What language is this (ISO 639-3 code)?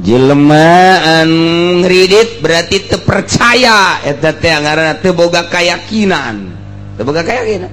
sun